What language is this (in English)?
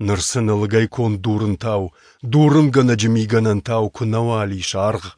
Ossetic